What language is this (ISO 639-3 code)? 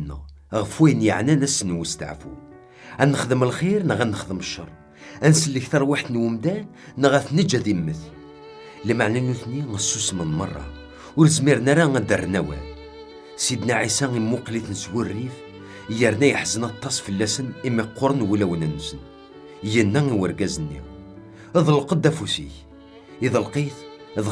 kab